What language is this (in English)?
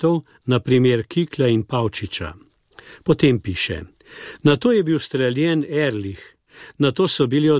Slovenian